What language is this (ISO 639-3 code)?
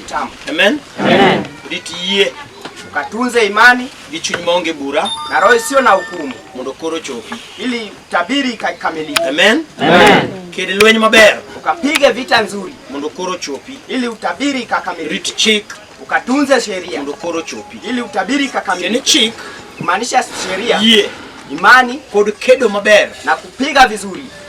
luo